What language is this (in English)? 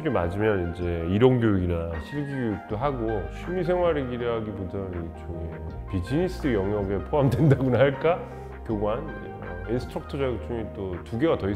Korean